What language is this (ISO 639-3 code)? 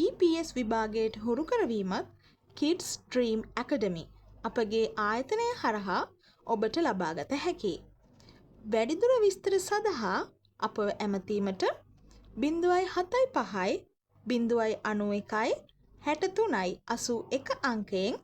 sin